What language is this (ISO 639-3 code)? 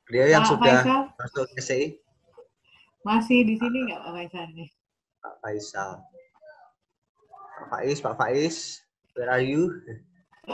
ind